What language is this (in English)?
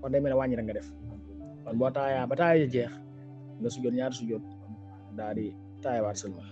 Wolof